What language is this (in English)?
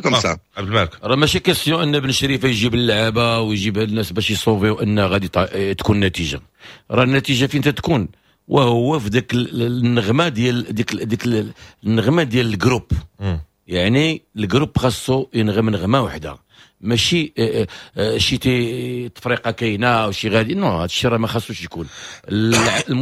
Moroccan Arabic